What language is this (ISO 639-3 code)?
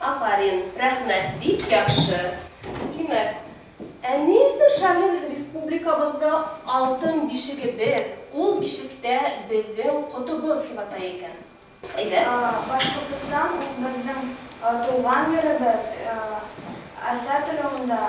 bak